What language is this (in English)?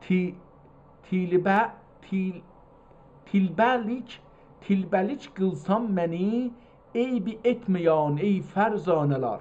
South Azerbaijani